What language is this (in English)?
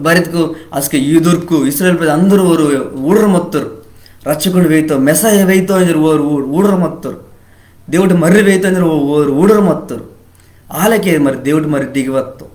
Koya